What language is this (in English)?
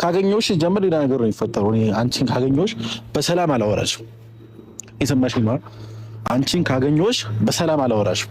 Amharic